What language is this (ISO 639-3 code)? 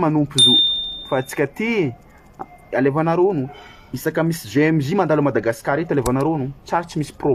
mlg